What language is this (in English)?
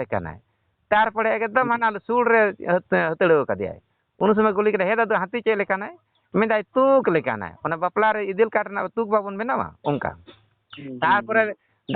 Santali